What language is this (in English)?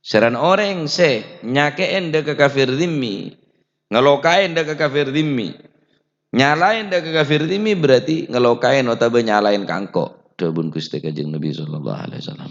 Madurese